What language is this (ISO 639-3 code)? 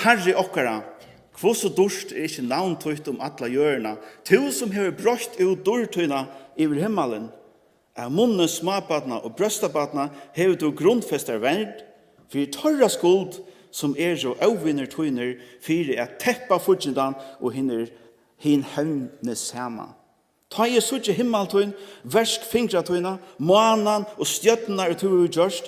fao